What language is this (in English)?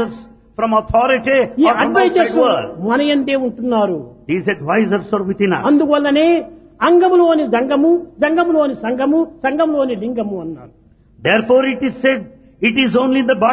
Telugu